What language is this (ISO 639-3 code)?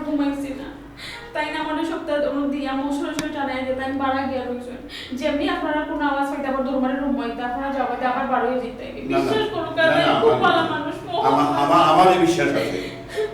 syl